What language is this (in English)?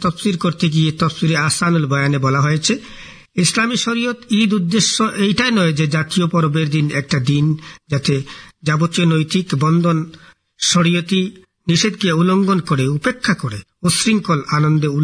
Bangla